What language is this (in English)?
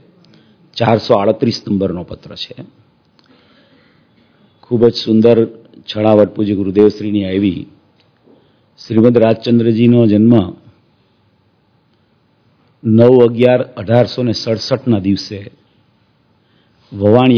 Gujarati